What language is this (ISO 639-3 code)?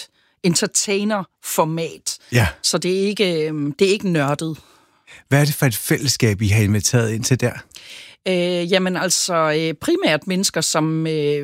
dan